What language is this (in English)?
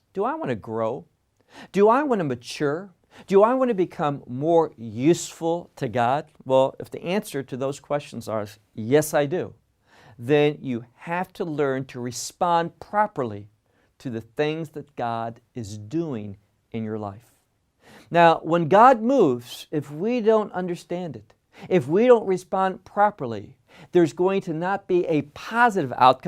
English